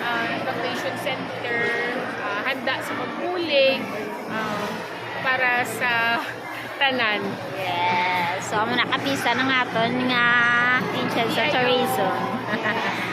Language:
Hiligaynon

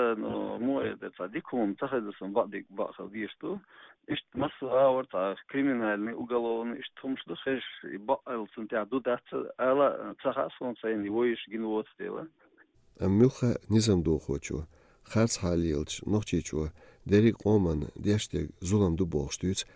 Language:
Chechen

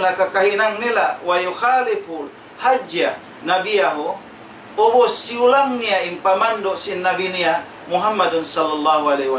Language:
Tausug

